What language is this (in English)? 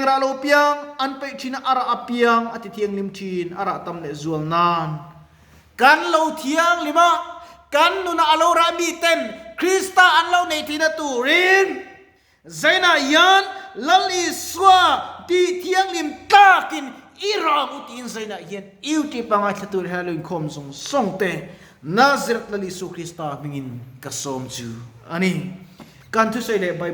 Mizo